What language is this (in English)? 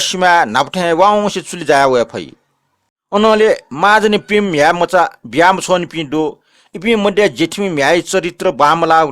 Newari